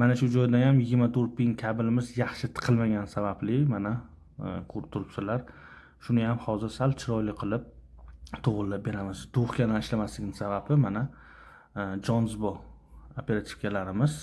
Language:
Uzbek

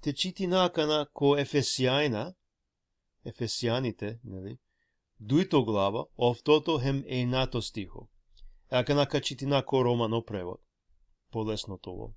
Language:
Balkan Romani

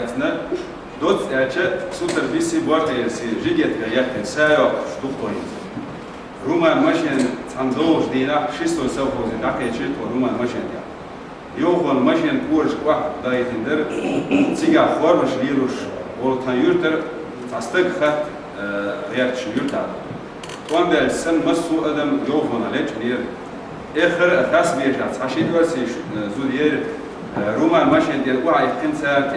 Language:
Chechen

